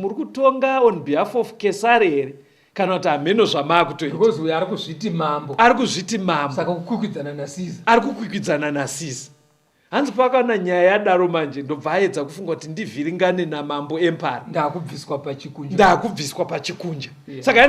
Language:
Shona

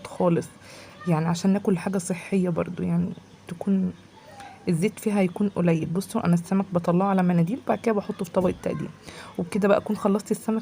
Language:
Egyptian Arabic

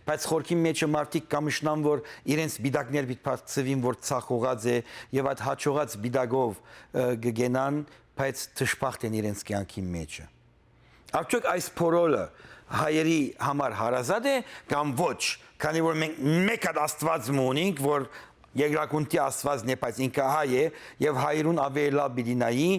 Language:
Western Armenian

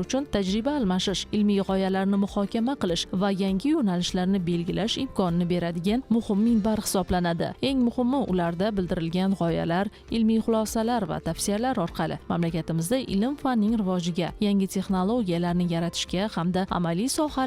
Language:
Uzbek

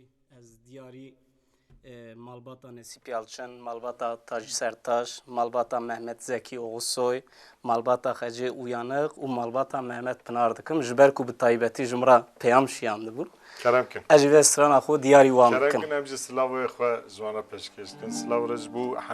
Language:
Kurdish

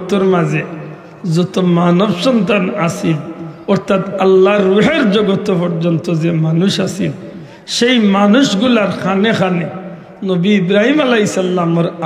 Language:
Sylheti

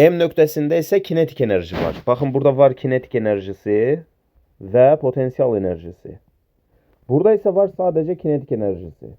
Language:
Azerbaijani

